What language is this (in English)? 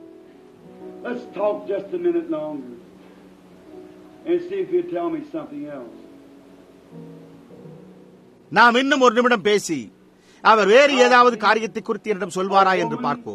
Tamil